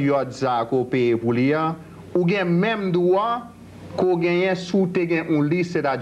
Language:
Haitian Creole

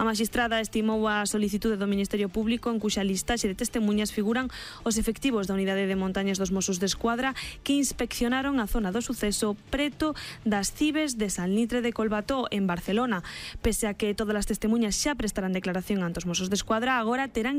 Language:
Galician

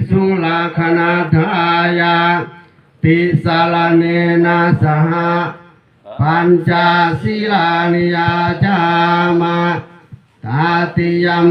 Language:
Pali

